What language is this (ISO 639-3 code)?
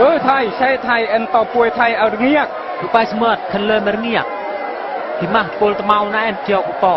bru